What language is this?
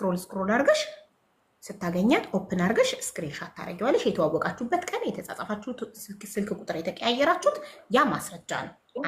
Amharic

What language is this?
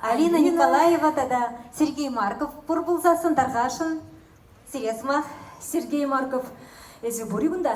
Chuvash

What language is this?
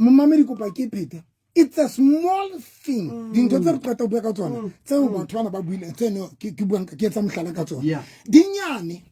Southern Sotho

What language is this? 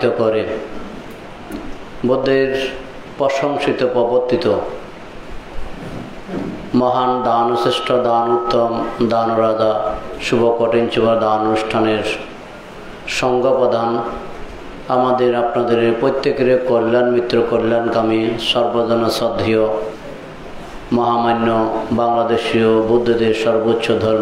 Bangla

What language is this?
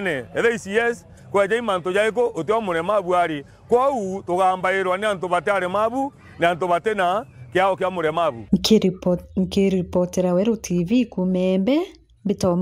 Meru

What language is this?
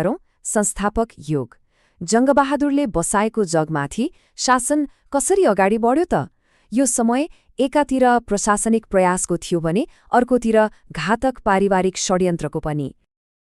Nepali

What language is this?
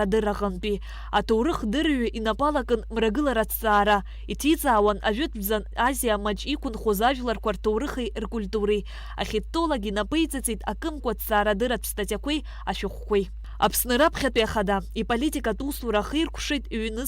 Abkhazian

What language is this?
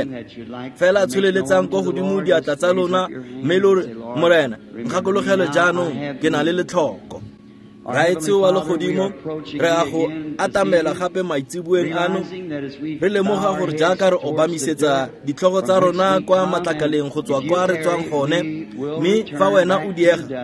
Tswana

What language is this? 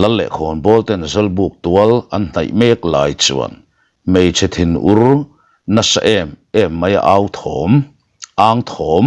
Mizo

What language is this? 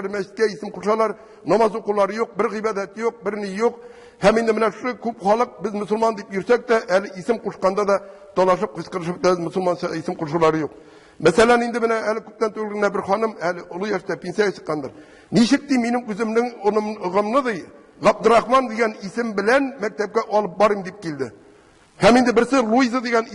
Tatar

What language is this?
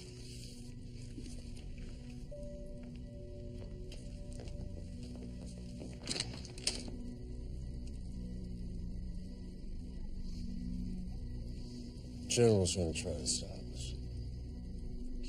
English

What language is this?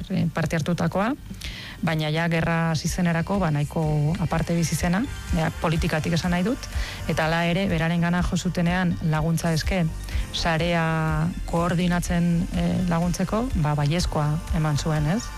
Basque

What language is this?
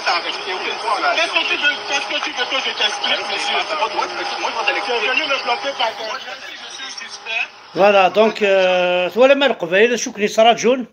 Kabyle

